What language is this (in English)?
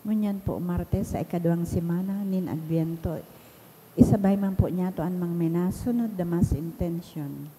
Bikol